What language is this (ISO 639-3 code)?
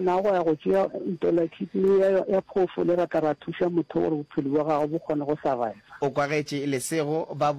nso